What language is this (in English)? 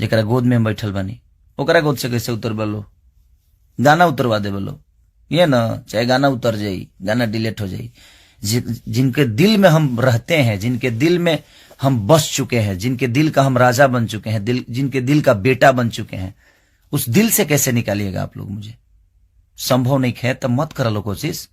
Bhojpuri